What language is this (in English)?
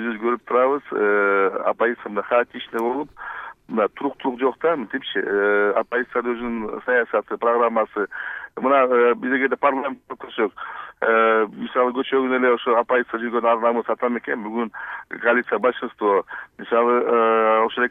Kyrgyz